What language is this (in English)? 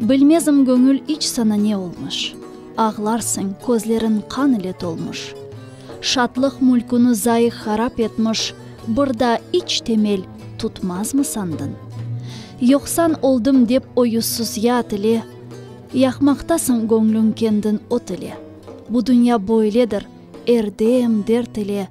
Crimean Tatar